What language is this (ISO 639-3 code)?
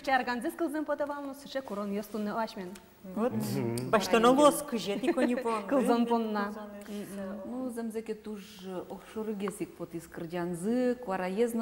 udm